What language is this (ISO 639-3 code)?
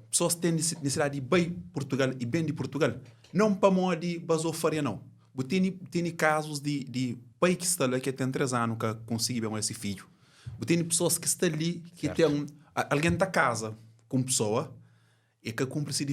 kea